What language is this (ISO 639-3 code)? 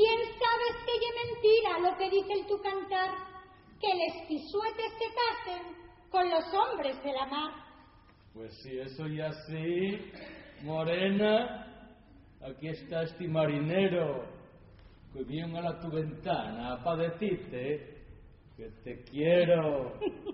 ast